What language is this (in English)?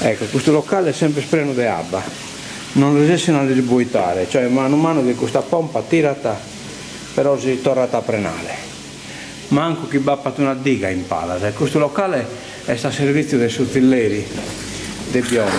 Sardinian